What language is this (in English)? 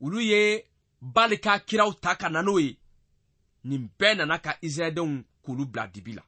Bambara